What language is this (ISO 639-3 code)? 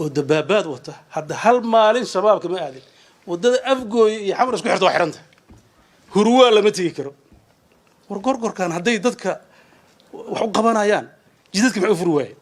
som